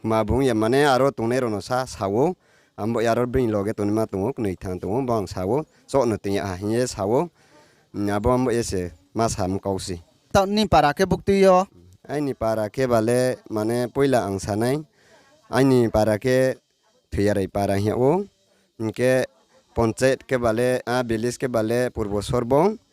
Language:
Riang (India)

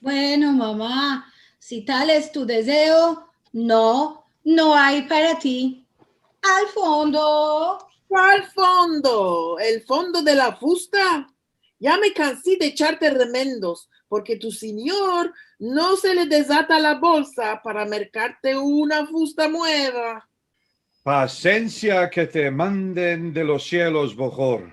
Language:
Ladino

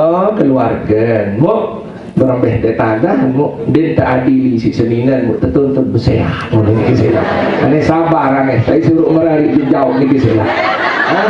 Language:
Sasak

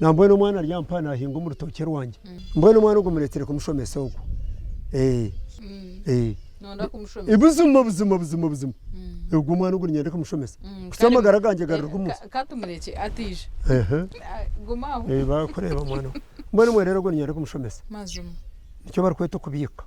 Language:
Nyankole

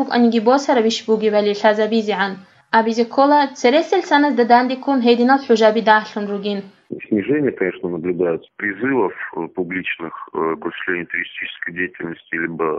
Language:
Avaric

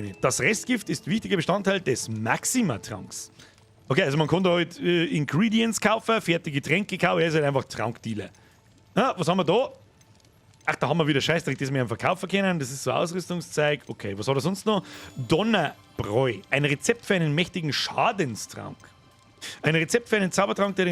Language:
Bavarian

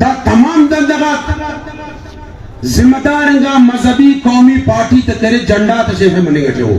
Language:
Brahui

